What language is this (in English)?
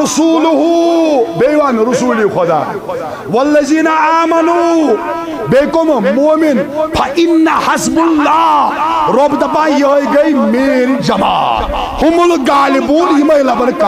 Kashmiri